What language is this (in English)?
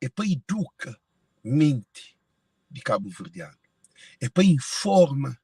Kabuverdianu